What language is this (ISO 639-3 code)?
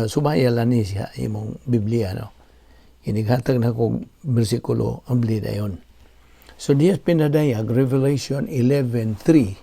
ceb